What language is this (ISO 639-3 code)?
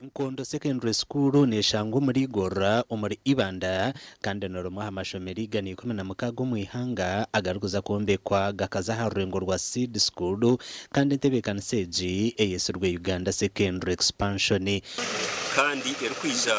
nyn